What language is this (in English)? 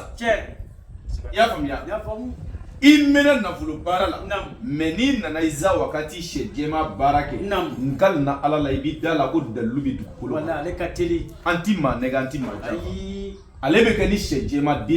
Bambara